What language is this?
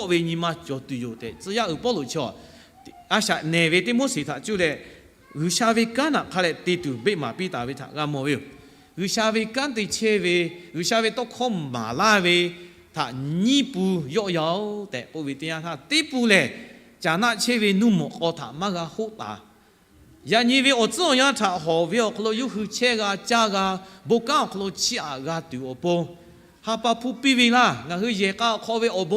Lahu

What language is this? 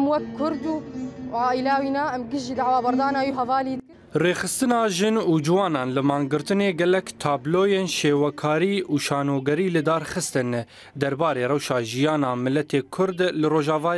Kurdish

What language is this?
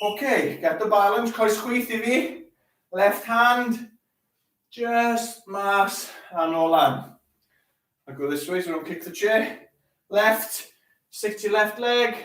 Welsh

